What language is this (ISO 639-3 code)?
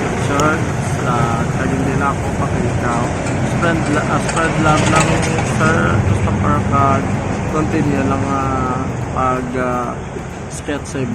hil